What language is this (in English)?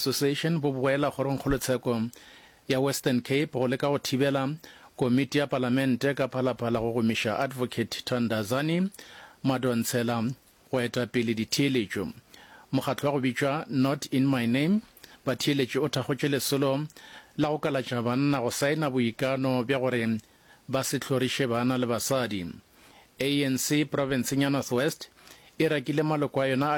Northern Sotho